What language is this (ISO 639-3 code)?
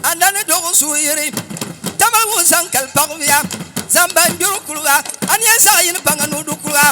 dag